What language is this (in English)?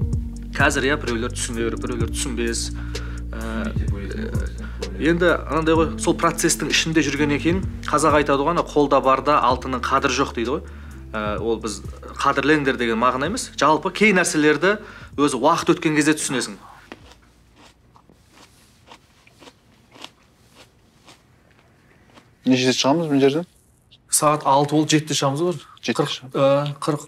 Kazakh